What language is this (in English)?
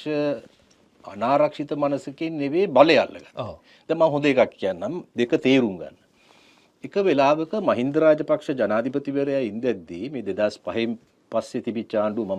Sinhala